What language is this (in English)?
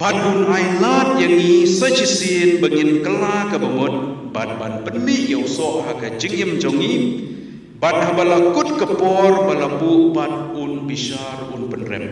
Khasi